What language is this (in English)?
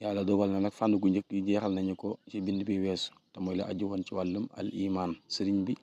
Wolof